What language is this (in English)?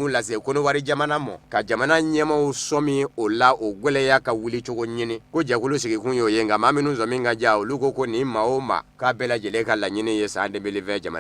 Bambara